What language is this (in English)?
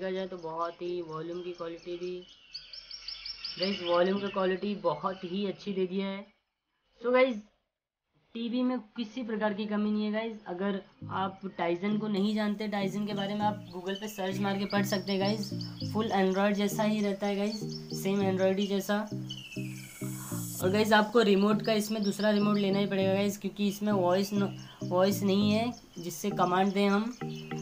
Hindi